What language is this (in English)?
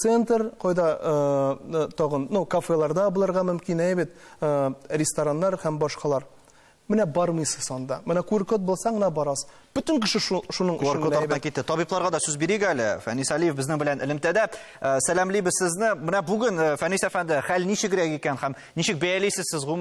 Tatar